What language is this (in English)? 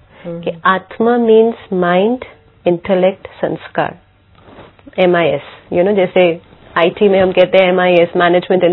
Hindi